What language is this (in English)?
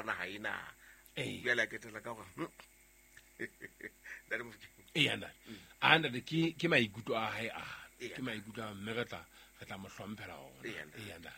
Southern Sotho